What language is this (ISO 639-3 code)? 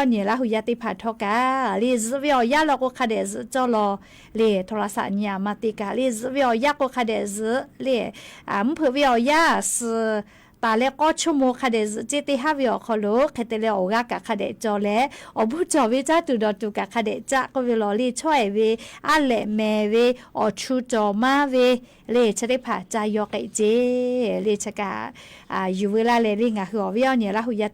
lhu